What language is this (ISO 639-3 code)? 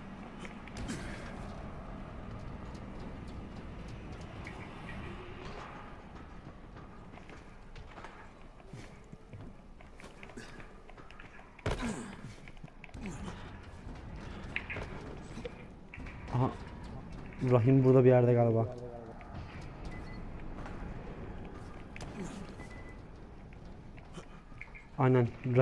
tur